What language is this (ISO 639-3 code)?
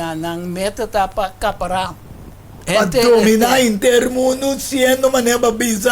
pap